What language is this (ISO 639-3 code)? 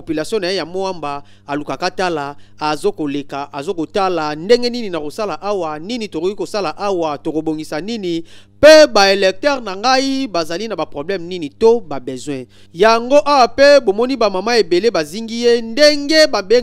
lin